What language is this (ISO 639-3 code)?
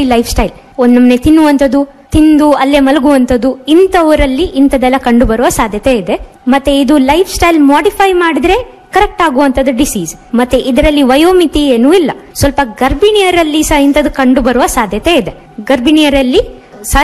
kan